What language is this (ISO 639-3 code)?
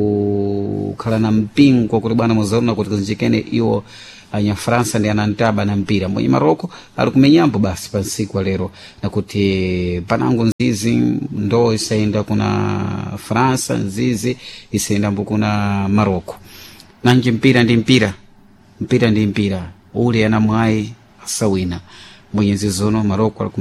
seh